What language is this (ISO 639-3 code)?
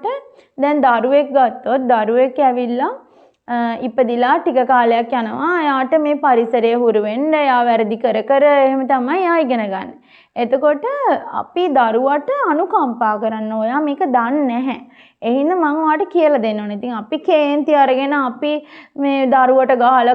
sin